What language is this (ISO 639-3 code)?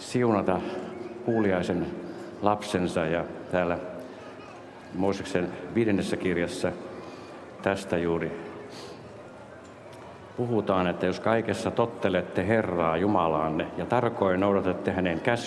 fin